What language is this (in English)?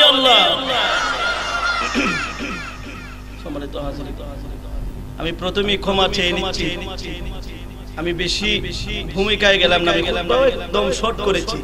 Bangla